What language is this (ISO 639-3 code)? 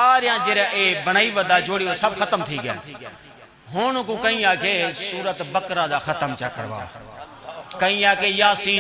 skr